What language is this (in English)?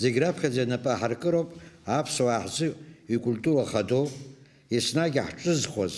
Abkhazian